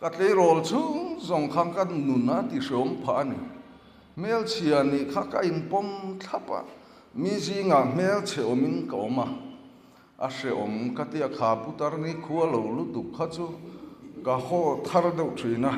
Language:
Mizo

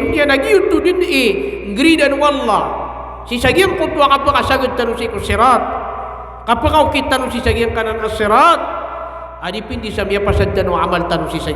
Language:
Maranao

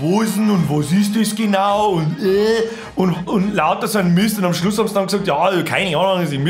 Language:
Bavarian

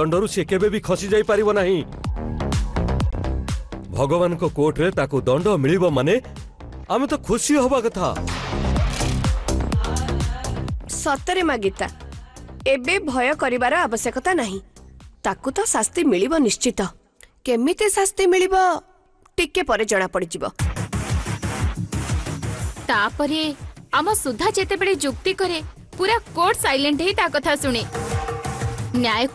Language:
Odia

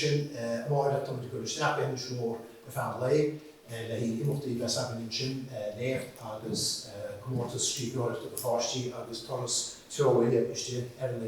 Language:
Irish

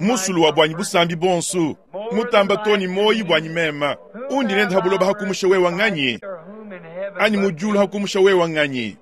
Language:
Luba-Lulua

